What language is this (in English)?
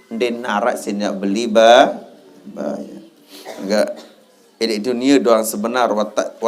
Sasak